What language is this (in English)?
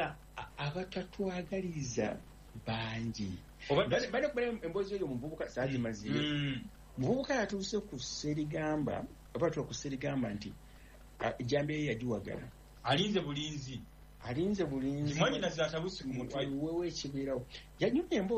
Ganda